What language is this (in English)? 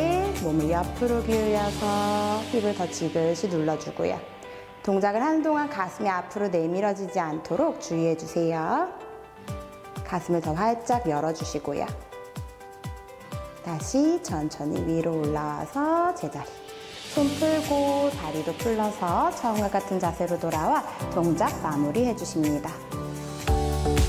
Korean